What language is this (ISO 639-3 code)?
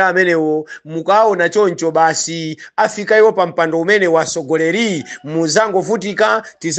nya